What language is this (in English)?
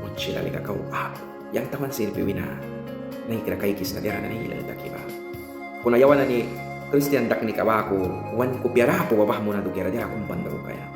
Mískito